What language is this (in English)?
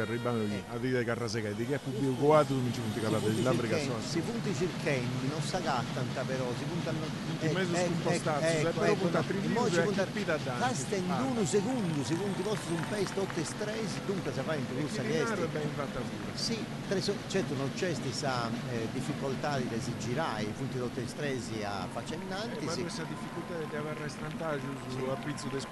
Sardinian